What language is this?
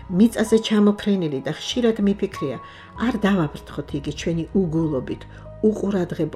Georgian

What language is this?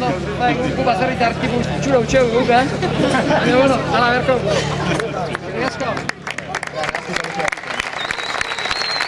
Basque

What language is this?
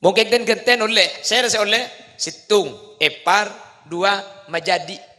Madurese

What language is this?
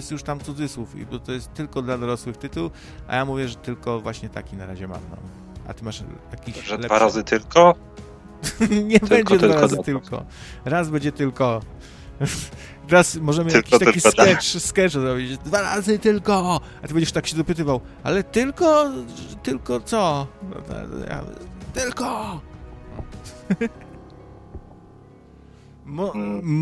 Polish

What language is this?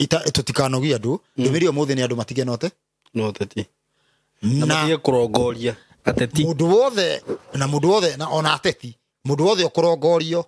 Kikuyu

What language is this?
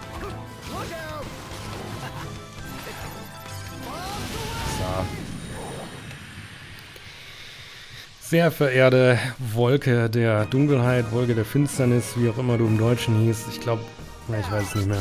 German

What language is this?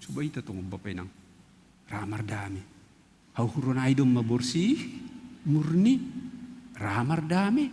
Batak Simalungun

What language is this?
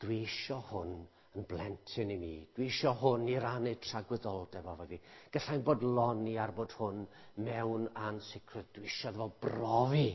Welsh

